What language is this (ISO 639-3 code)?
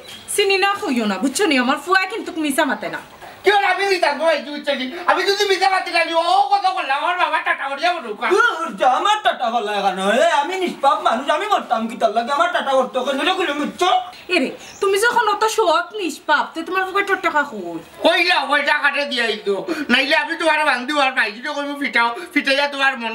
syl